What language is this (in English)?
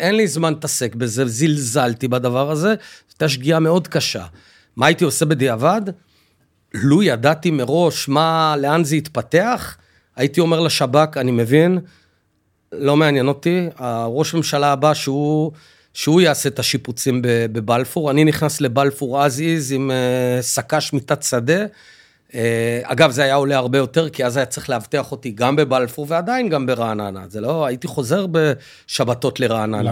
Hebrew